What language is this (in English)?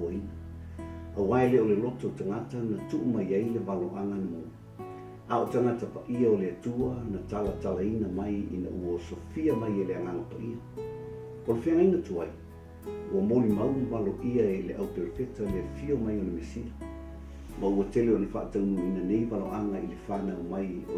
Samoan